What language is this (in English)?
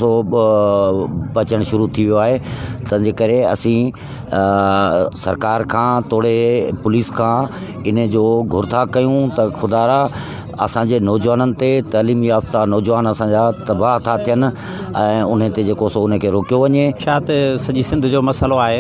Sindhi